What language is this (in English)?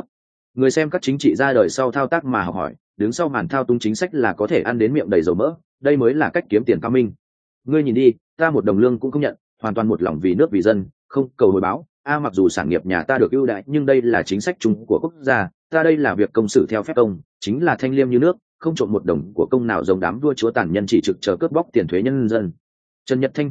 Vietnamese